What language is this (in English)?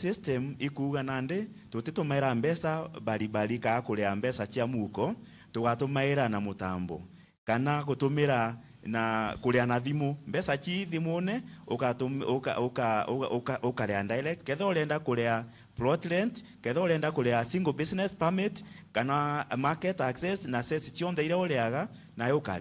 Meru